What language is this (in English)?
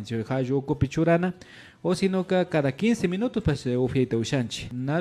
Imbabura Highland Quichua